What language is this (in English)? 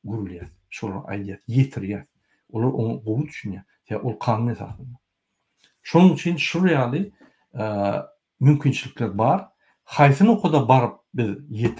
Turkmen